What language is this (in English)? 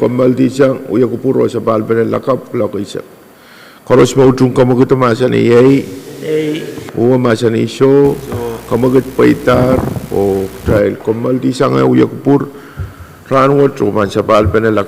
Pohnpeian